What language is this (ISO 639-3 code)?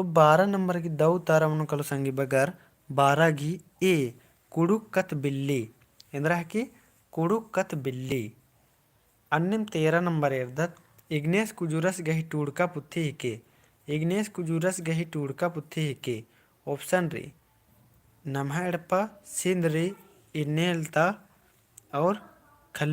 kru